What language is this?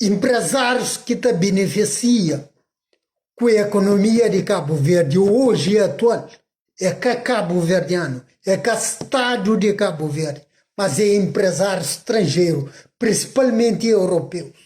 Kabuverdianu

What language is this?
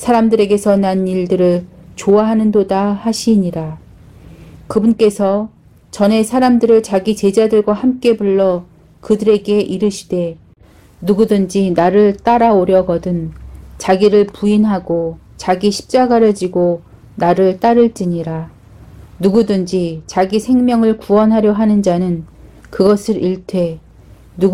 Korean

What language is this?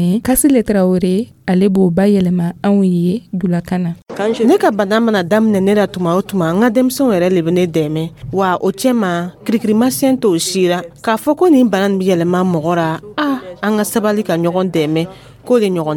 Dyula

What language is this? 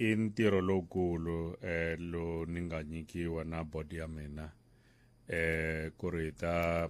Tsonga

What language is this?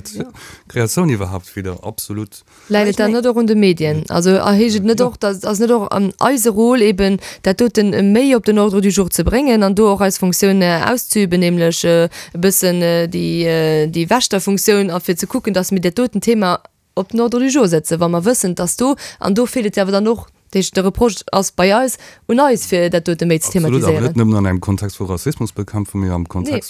Luxembourgish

